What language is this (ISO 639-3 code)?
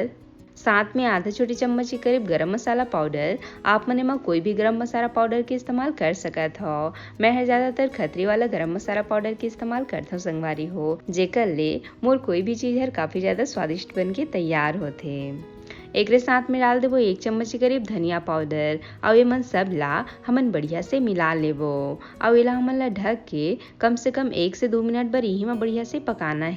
hne